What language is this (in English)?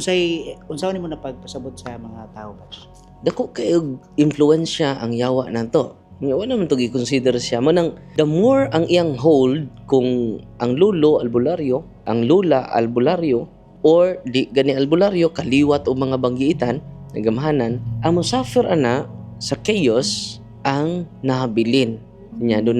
Cebuano